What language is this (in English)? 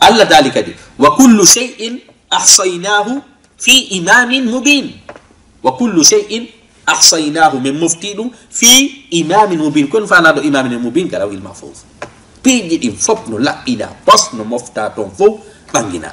Fula